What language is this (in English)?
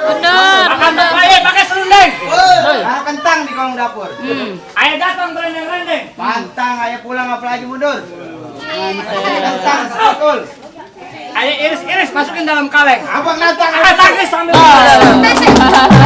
Betawi